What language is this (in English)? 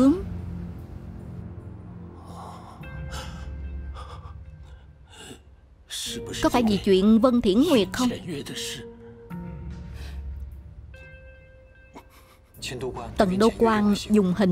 Vietnamese